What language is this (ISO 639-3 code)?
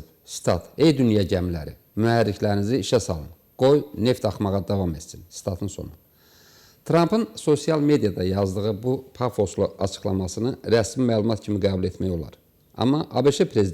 aze